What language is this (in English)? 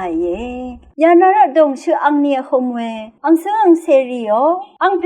Rawang